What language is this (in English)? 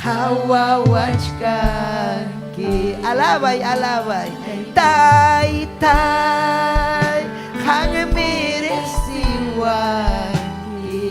Ayacucho Quechua